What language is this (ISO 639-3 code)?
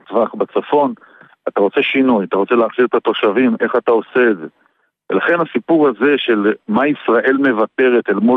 heb